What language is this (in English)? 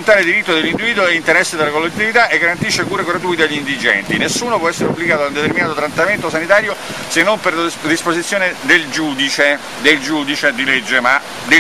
Italian